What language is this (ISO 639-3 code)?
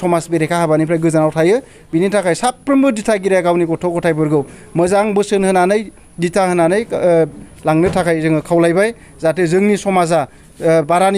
brx